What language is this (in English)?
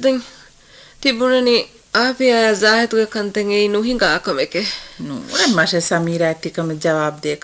Divehi